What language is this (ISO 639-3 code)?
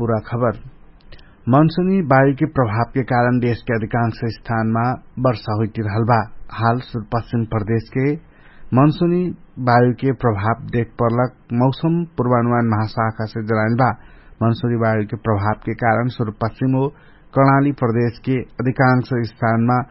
thl